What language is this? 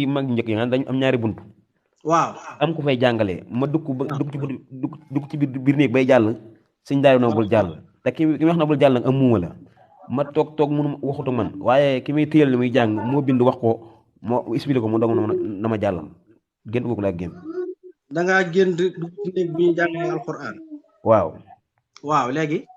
Wolof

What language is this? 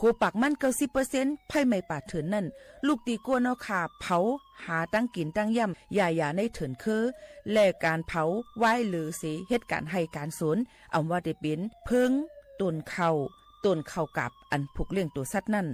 Shan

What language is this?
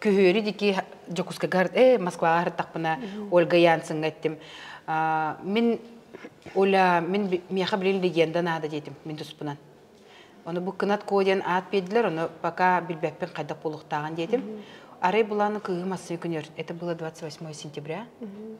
Yakut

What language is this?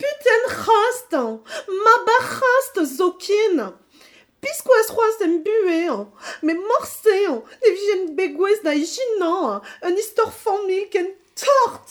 Breton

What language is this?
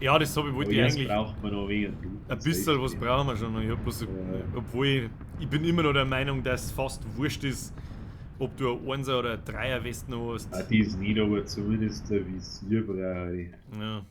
Bavarian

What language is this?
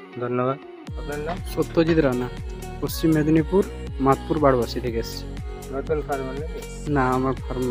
Bangla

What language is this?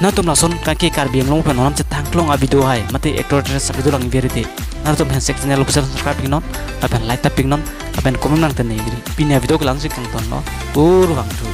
Karbi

